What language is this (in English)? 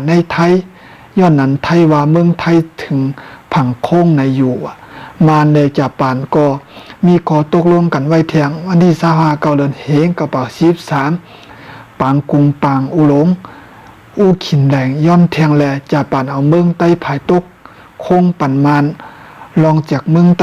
Shan